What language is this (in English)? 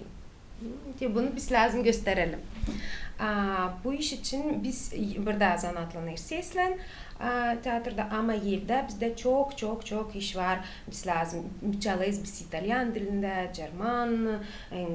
Gagauz